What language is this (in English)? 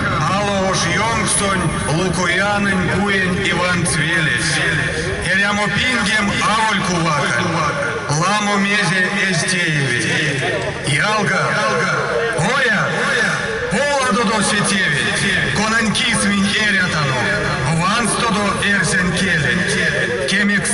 Erzya